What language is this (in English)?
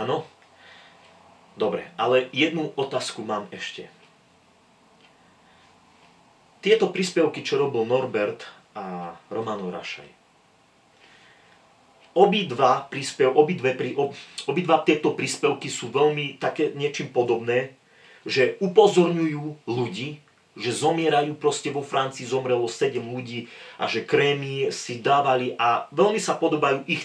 Slovak